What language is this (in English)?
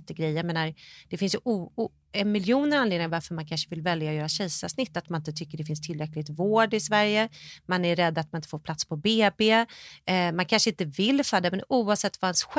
Swedish